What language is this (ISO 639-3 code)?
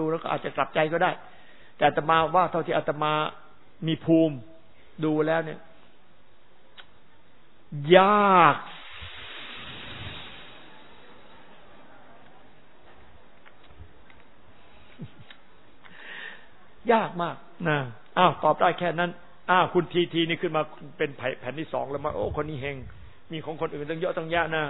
tha